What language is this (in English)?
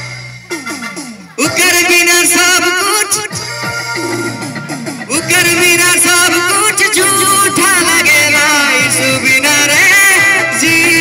Bhojpuri